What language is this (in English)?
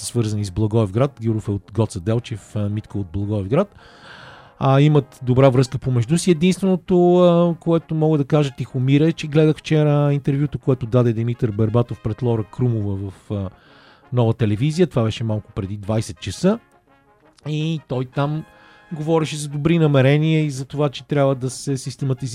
Bulgarian